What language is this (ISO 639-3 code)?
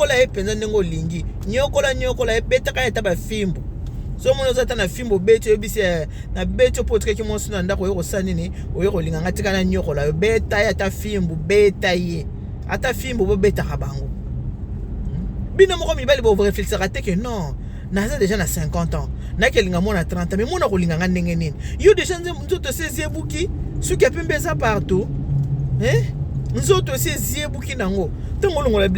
lin